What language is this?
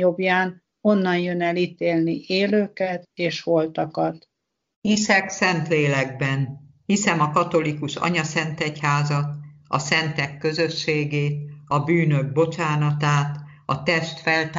Hungarian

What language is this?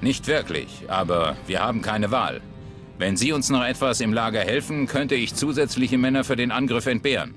Bavarian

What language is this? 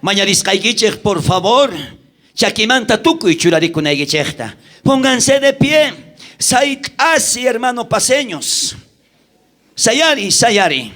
South Bolivian Quechua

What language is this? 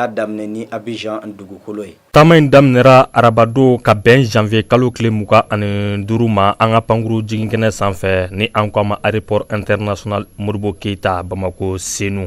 Bambara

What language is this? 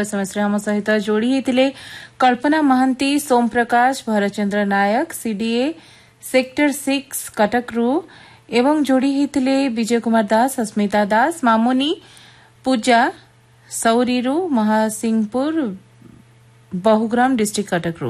Odia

